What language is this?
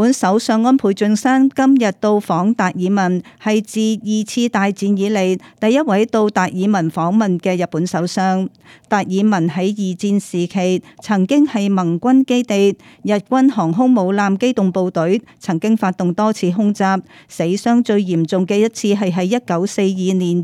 Cantonese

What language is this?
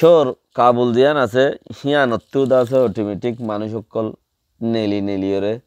Rohingya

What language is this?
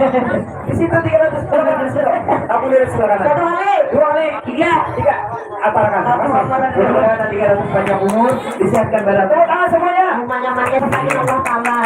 Banjar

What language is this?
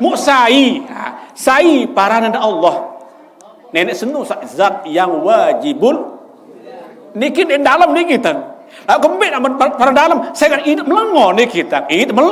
Sasak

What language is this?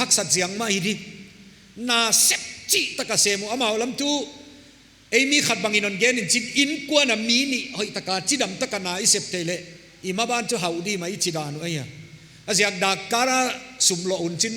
Paite Chin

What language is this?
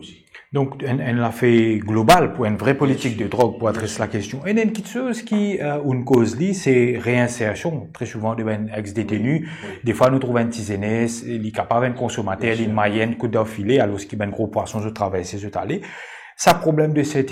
Morisyen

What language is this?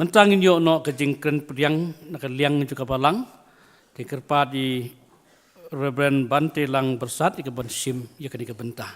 Khasi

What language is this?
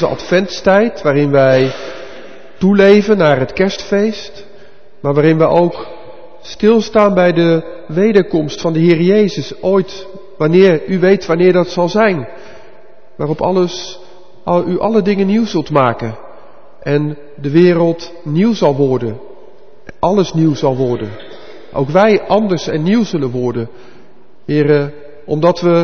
Dutch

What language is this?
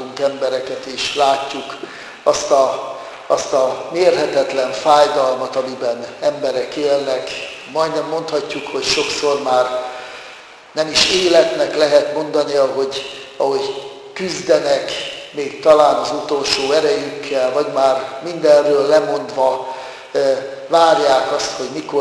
Hungarian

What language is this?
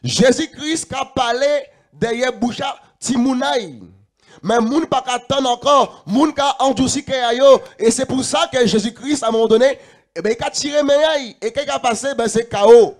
Guadeloupean Creole French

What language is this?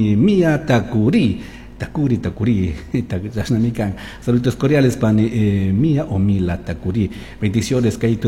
Chimborazo Highland Quichua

